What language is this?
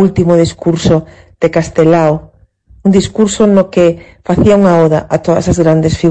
Galician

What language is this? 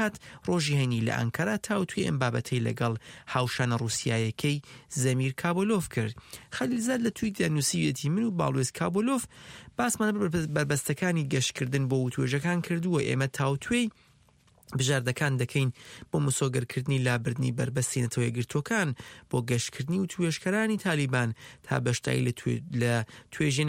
Central Kurdish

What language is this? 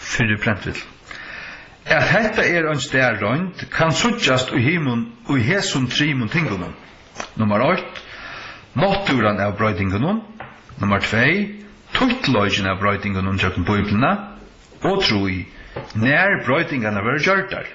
Faroese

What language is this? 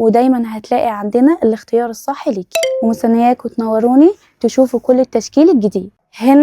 Egyptian Arabic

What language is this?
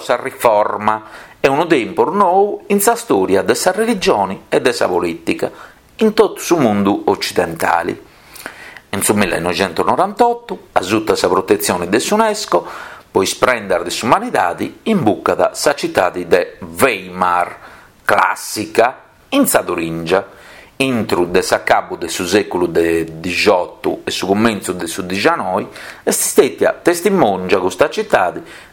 Sardinian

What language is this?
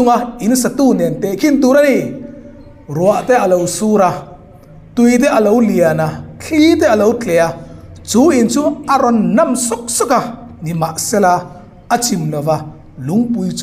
Hmar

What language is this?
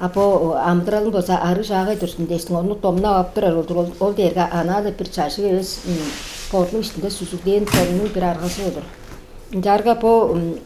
Tuvinian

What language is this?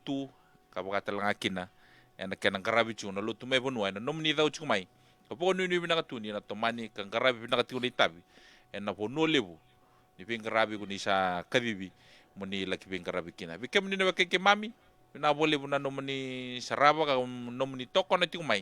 Fijian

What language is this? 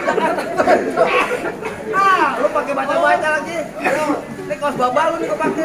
Betawi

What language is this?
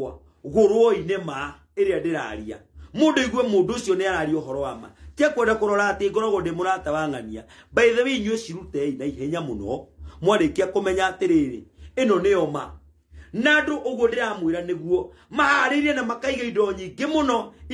Kikuyu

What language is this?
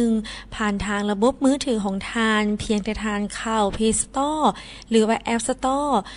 Lao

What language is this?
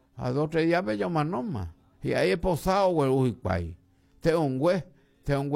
Guarani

